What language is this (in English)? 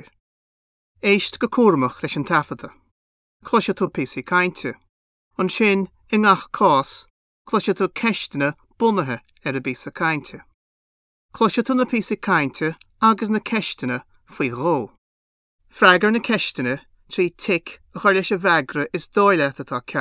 Irish